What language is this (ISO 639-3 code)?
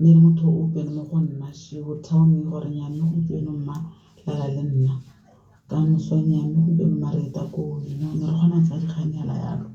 tsn